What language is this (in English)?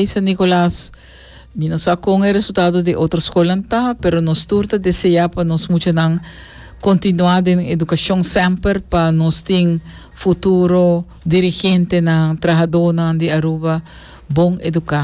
Papiamento